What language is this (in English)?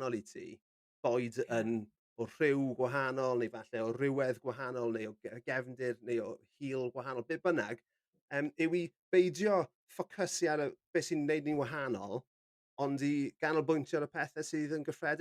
Welsh